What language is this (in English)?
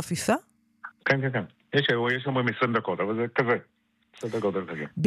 Hebrew